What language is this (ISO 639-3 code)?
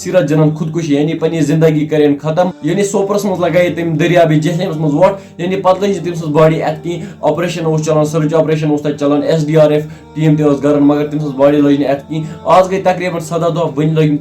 kas